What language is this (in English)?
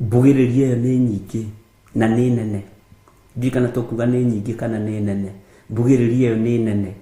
Kikuyu